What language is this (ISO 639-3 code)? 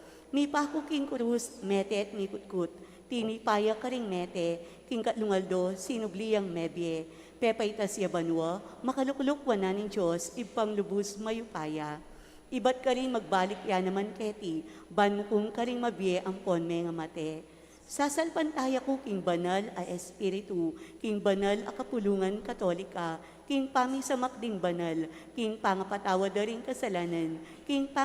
pam